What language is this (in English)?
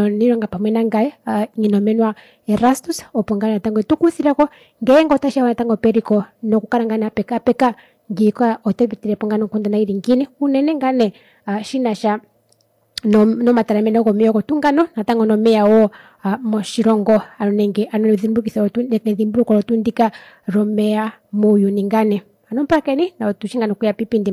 Kuanyama